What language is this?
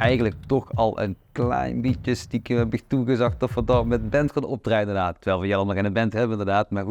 Limburgish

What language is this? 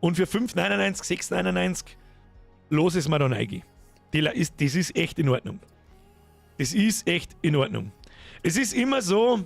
Bavarian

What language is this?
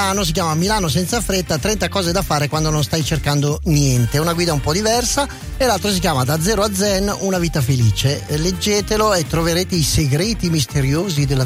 Italian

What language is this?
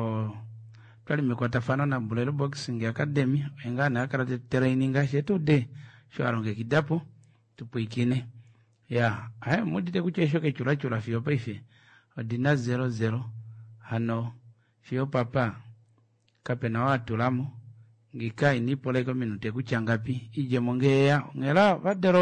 Kuanyama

